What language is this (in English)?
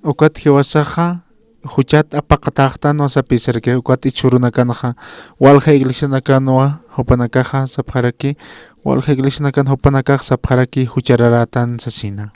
Aymara